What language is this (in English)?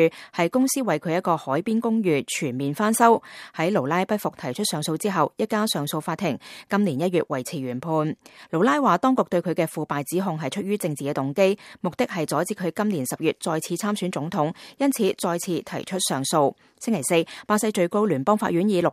Cantonese